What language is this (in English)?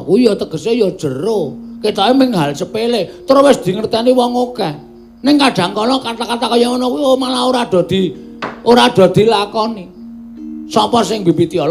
Javanese